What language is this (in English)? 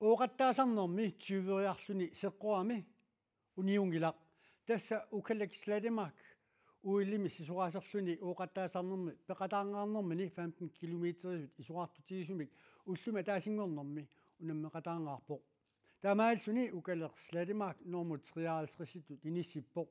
Kalaallisut